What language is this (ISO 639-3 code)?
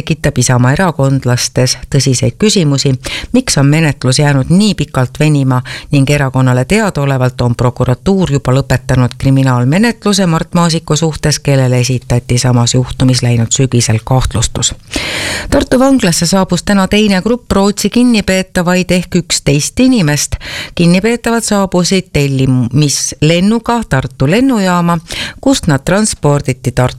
est